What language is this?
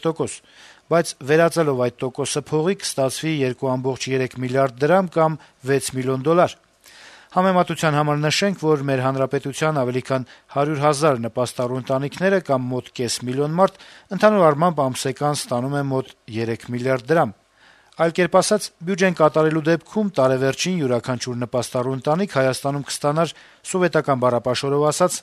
Armenian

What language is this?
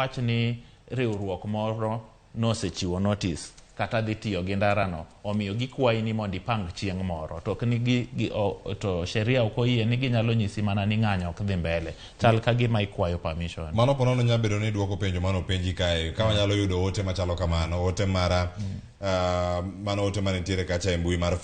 Luo (Kenya and Tanzania)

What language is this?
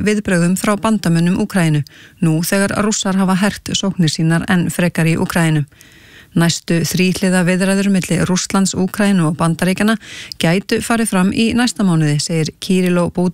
Icelandic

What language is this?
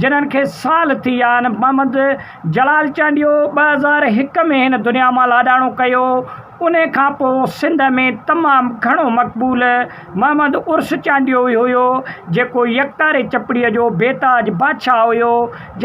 Sindhi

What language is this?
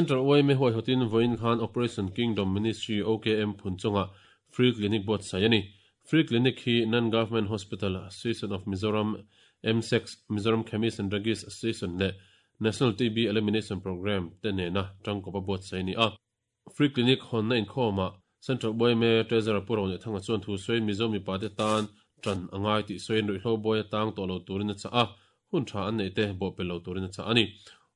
Mizo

